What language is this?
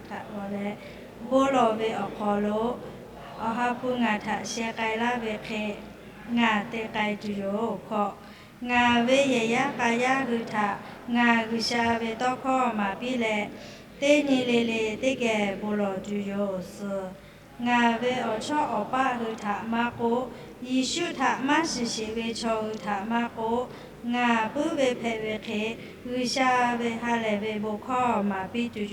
Lahu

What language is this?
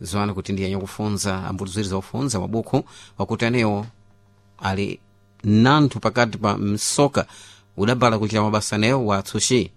Sena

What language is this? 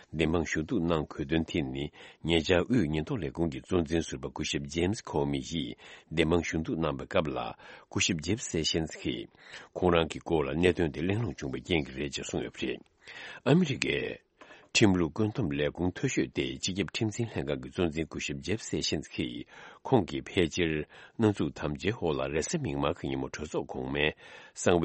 Tibetan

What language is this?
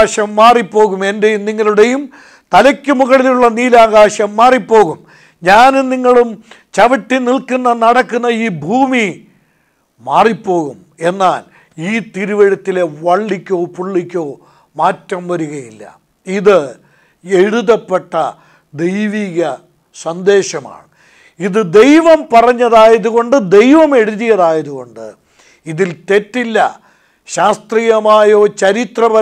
Malayalam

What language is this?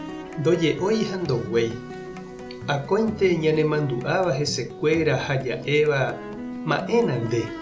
Guarani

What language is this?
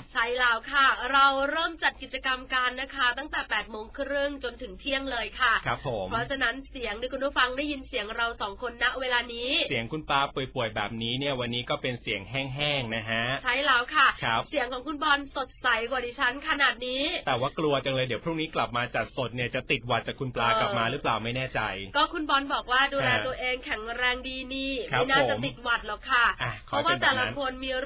Thai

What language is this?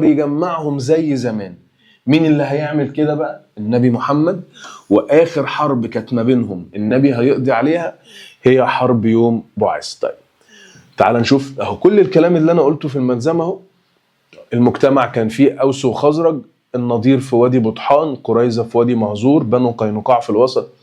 Egyptian Arabic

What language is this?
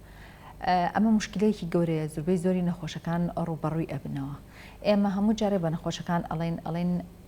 Central Kurdish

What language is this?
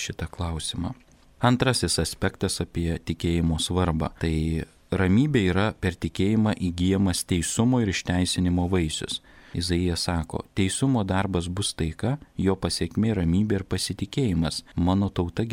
Lithuanian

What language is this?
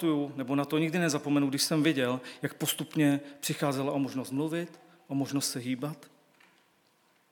Czech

